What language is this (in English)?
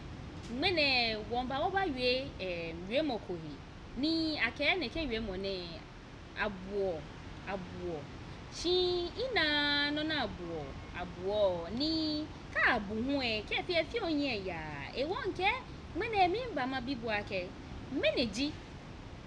Ga